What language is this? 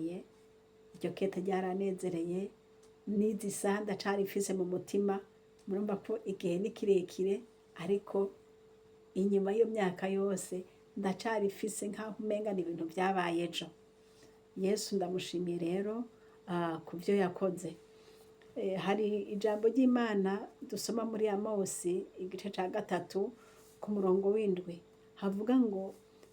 Rundi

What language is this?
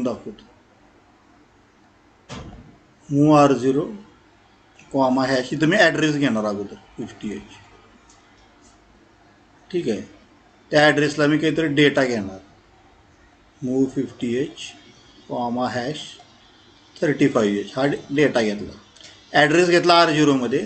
Marathi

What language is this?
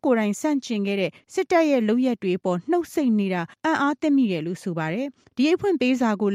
Burmese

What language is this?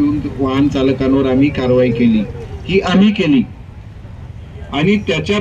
Marathi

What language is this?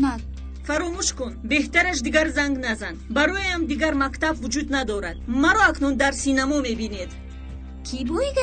Tajik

